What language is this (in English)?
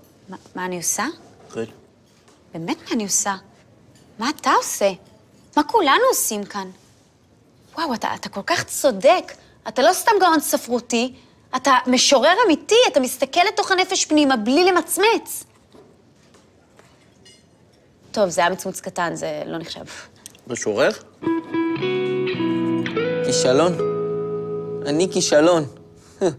Hebrew